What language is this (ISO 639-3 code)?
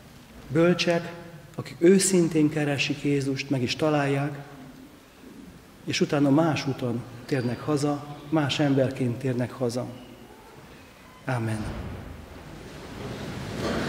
hun